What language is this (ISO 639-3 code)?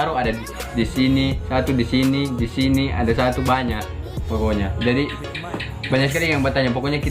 xmm